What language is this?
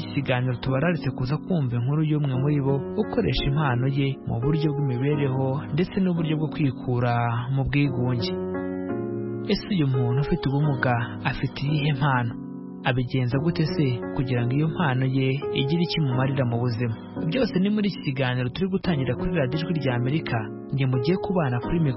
Kinyarwanda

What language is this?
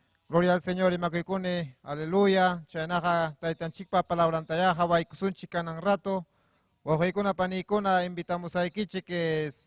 Ayacucho Quechua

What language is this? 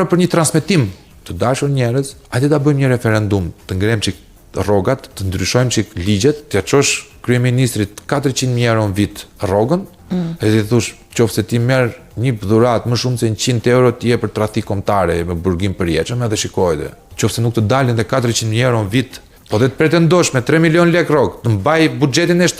Albanian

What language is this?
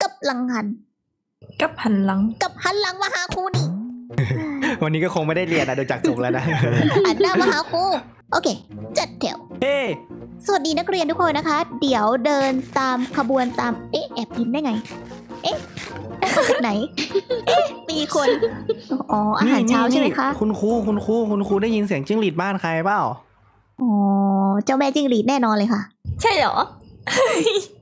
Thai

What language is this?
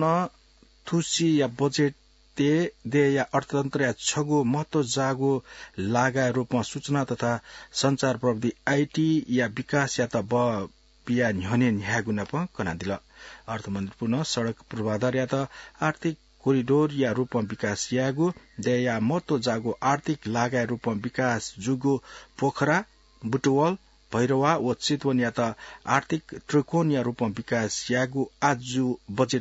Newari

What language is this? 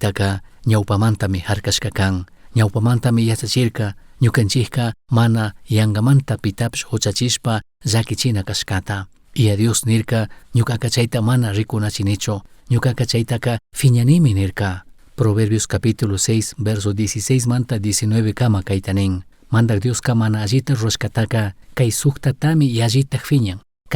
Chimborazo Highland Quichua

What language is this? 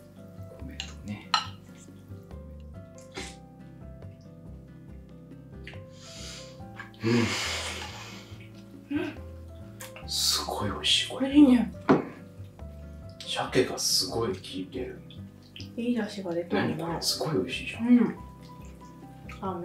Japanese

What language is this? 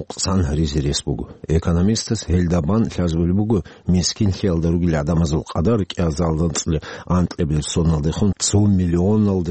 Avaric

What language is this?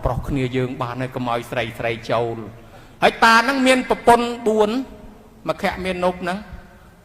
Khmer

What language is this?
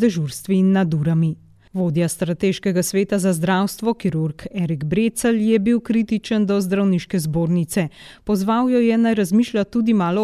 Slovenian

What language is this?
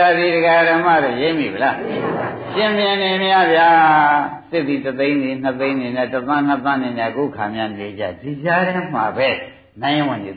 Burmese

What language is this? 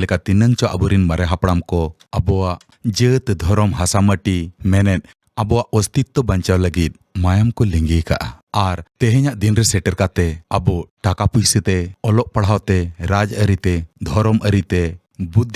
Santali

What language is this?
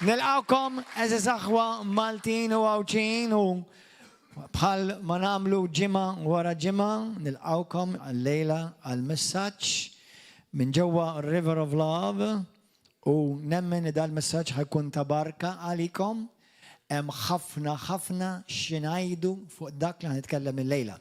Maltese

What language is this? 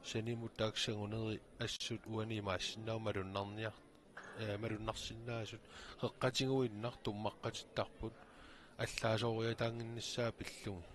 Kalaallisut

